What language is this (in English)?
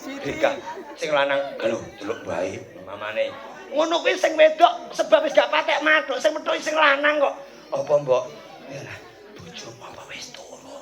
Javanese